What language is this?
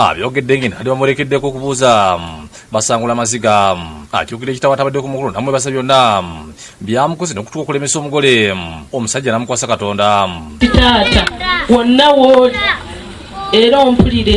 Ganda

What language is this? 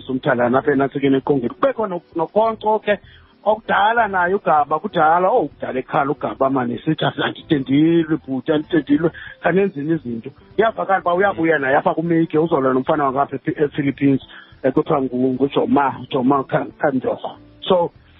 Xhosa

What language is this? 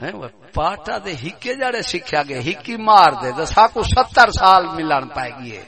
Saraiki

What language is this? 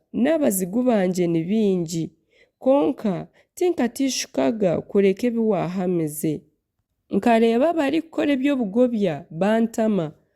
Nyankole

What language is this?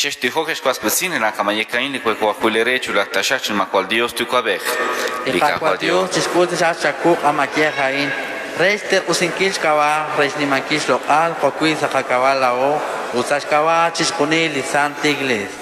Kekchí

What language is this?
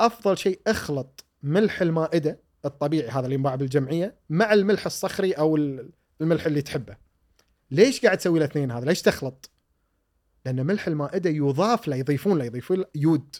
Gulf Arabic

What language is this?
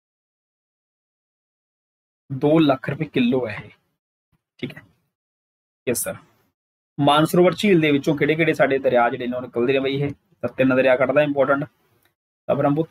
Punjabi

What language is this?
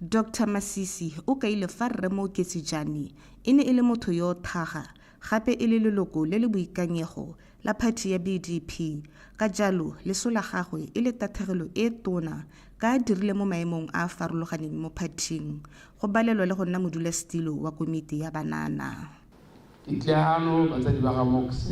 Tswana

